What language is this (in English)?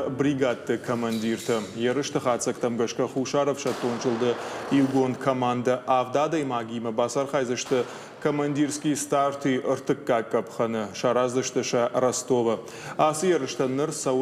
Ossetic